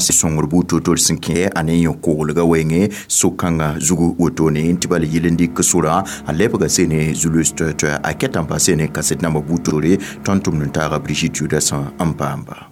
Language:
Mossi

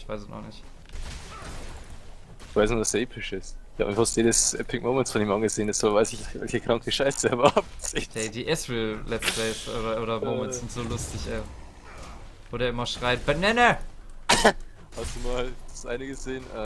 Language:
German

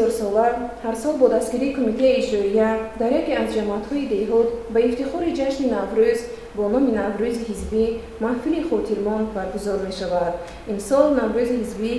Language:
Tajik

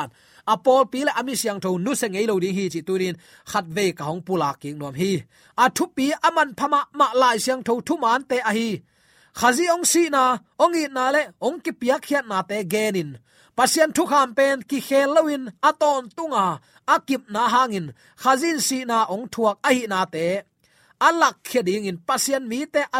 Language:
Tedim Chin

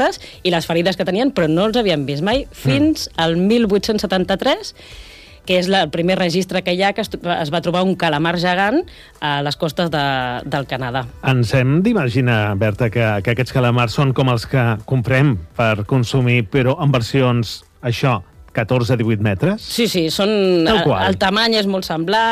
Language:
Catalan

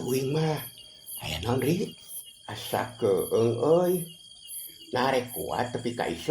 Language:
Sundanese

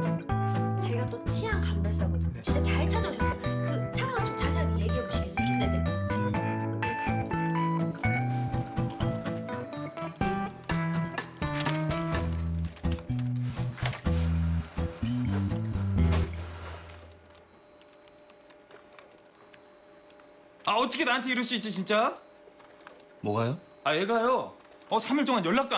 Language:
Korean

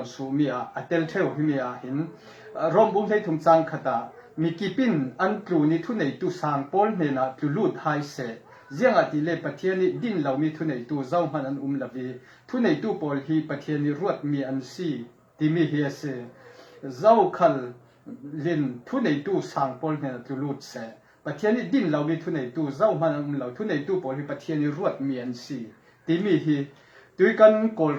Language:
Falam Chin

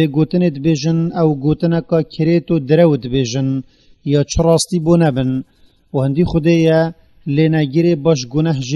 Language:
Kurdish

